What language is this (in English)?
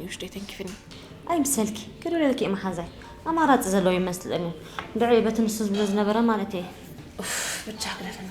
Tigrinya